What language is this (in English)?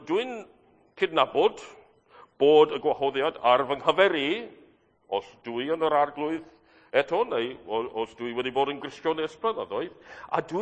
Welsh